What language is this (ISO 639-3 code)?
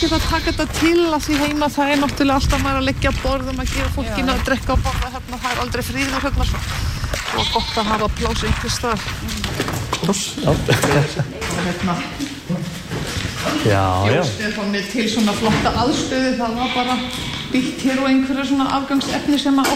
isl